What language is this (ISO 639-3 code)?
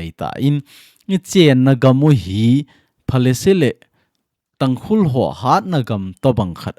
tcz